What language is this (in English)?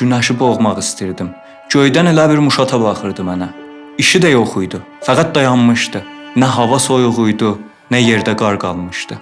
South Azerbaijani